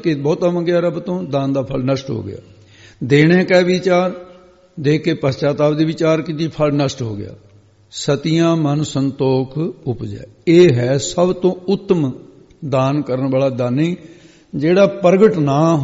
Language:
Punjabi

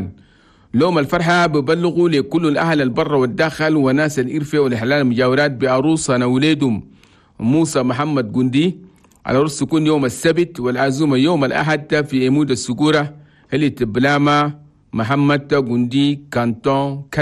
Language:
Chadian Arabic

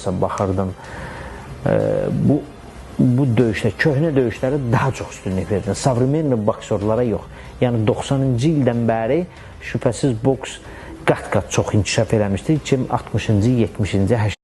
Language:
Azerbaijani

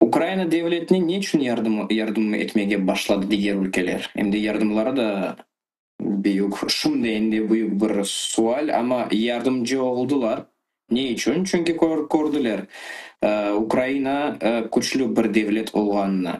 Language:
Crimean Tatar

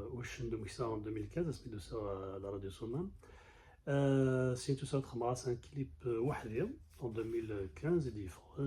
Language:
Kabyle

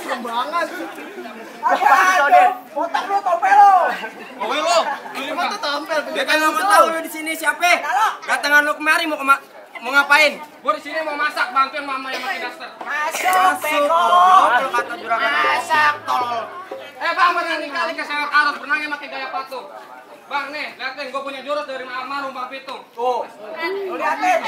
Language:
Betawi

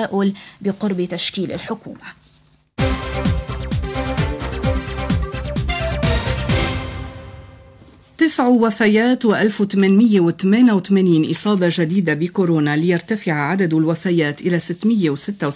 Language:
Arabic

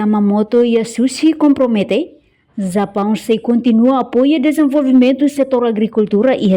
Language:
Tetum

